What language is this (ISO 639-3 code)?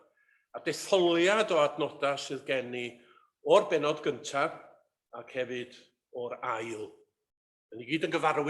cym